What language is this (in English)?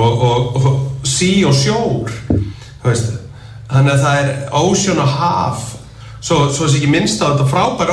Icelandic